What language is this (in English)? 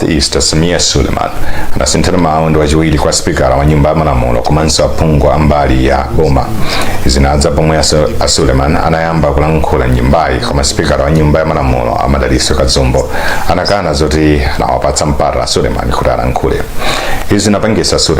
Nyanja